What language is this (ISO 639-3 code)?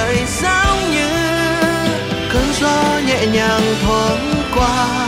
vie